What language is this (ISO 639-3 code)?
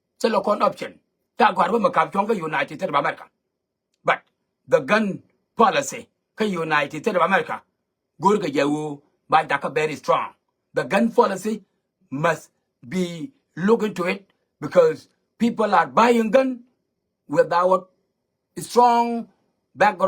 nus